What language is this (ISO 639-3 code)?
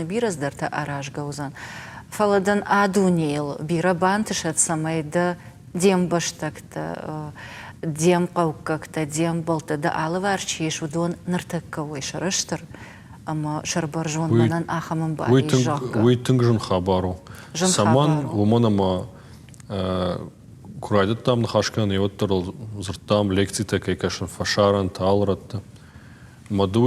oss